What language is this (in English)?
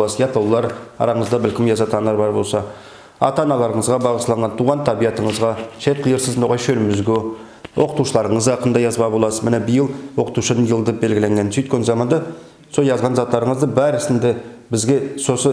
Nogai